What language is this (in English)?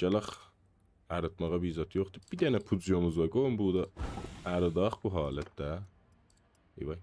South Azerbaijani